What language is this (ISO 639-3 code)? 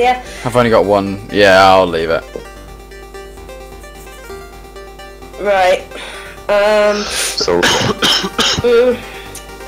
eng